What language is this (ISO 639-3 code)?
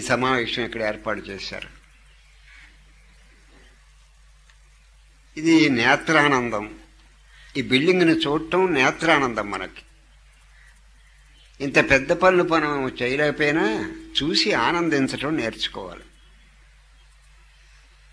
tel